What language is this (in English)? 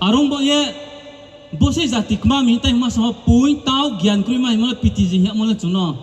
Riang (India)